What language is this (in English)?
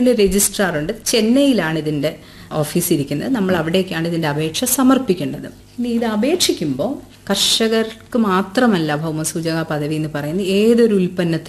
Malayalam